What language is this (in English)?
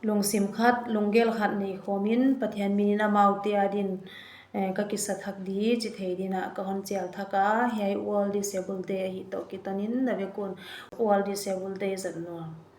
Paite Chin